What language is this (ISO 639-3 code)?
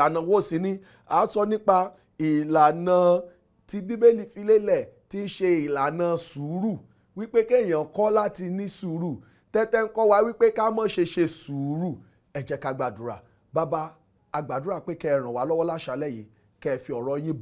yor